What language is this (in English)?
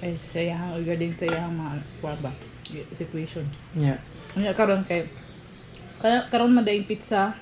Cebuano